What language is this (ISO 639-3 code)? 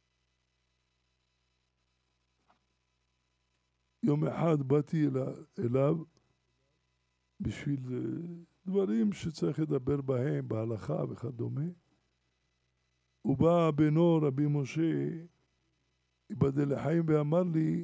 heb